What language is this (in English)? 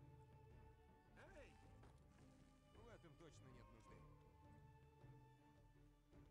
Russian